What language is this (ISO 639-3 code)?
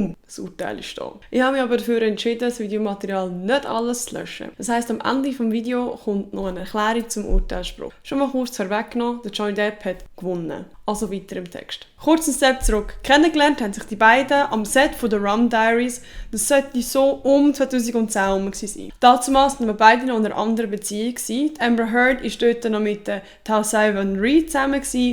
gsw